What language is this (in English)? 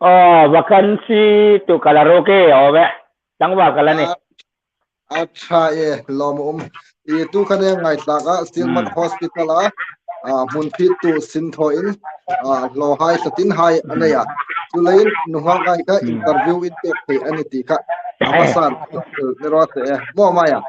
Hmar